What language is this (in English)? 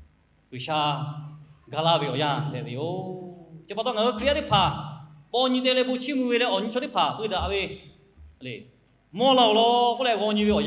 Lahu